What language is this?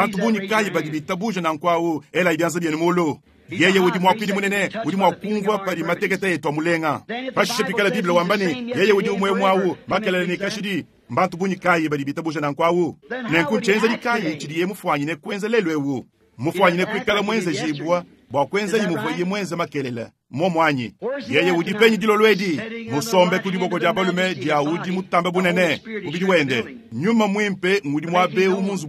Luba-Lulua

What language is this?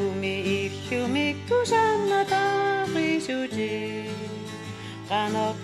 Kalaallisut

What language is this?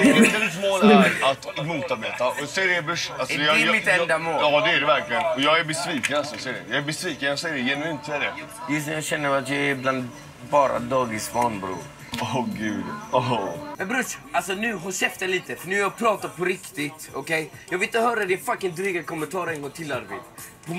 Swedish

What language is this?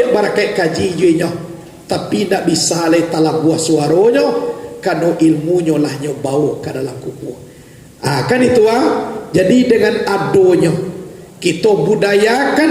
Minangkabau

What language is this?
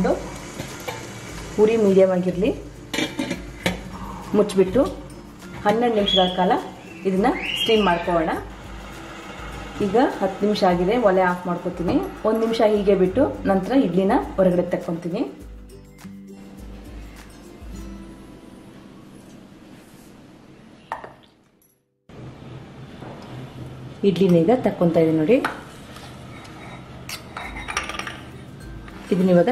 Kannada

